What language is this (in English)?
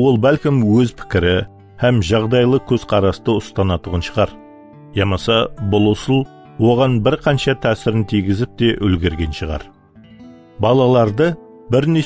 Kara-Kalpak